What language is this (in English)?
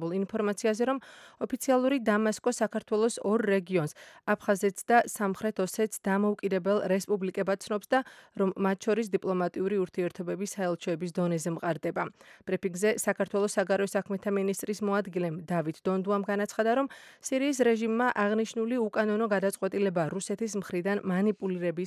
Georgian